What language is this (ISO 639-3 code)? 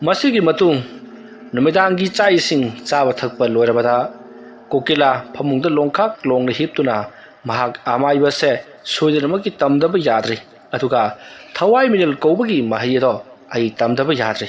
mni